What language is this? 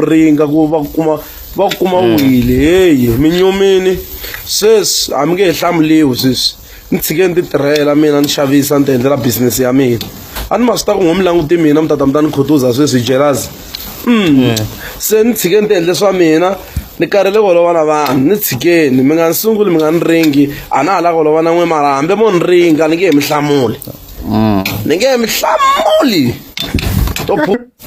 Tsonga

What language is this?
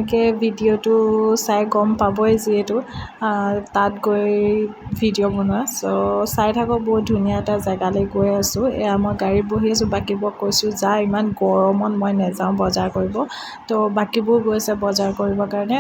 Assamese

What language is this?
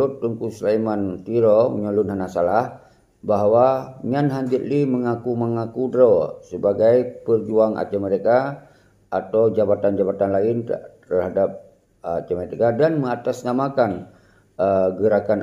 Achinese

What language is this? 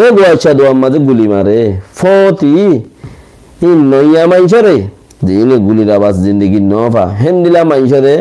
Rohingya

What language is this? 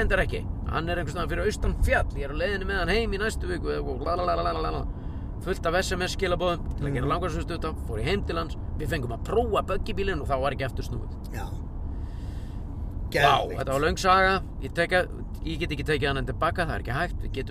Icelandic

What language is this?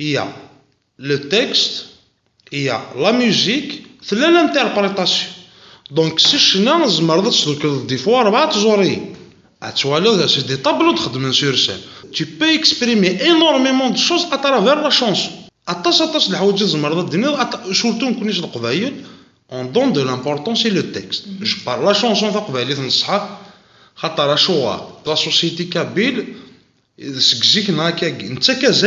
Kabyle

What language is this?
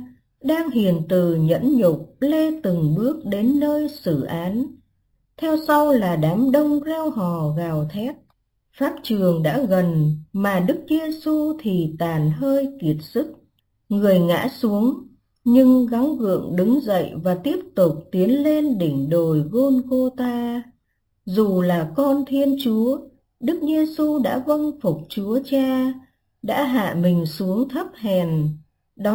Vietnamese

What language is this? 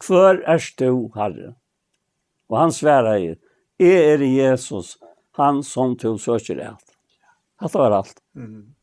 Faroese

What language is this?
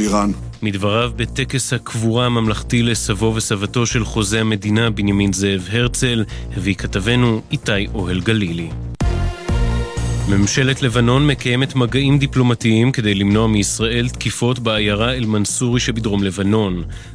Hebrew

